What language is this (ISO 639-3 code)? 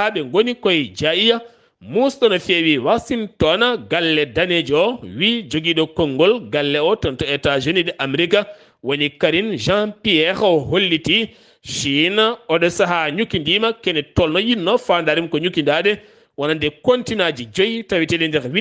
ful